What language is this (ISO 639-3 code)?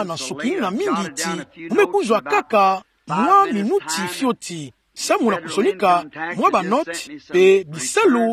ktu